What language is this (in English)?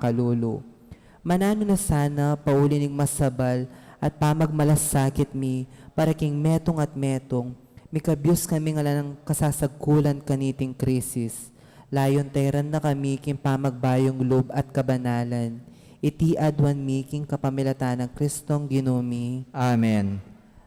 Pampanga